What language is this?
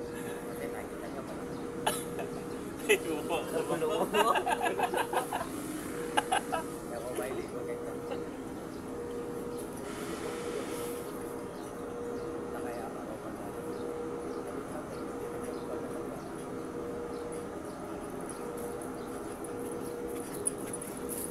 Filipino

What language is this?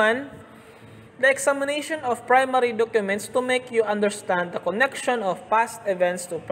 Filipino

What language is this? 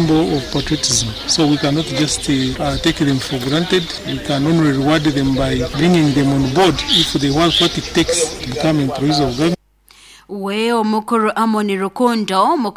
Nyoro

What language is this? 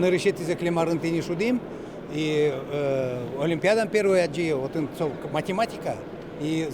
Udmurt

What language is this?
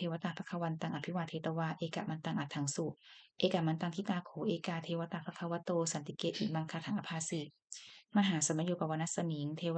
Pali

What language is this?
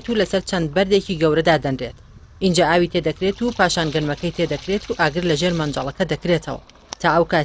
Central Kurdish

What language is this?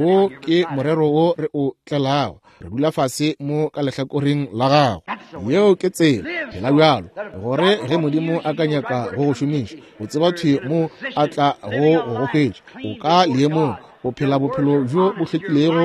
Northern Sotho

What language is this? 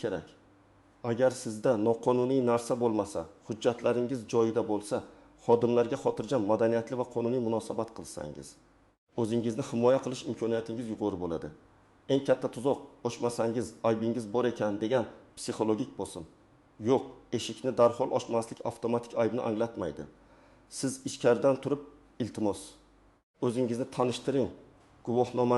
Uzbek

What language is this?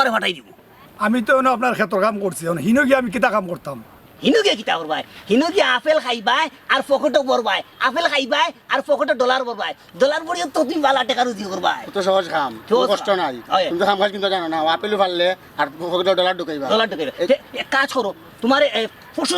Sylheti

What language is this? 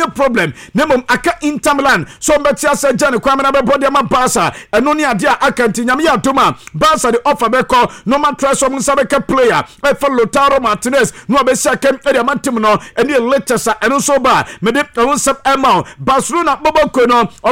Akan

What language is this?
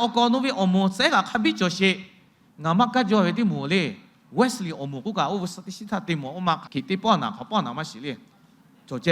Lahu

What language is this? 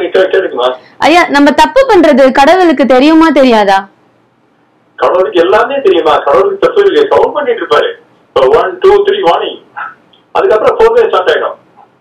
Tamil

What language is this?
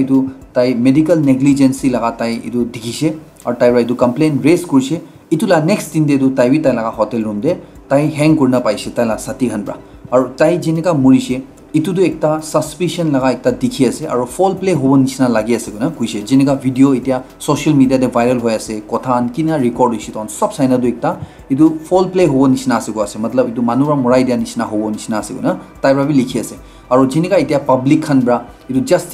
Naga Pidgin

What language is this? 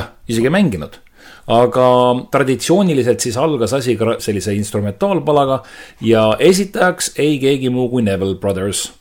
Estonian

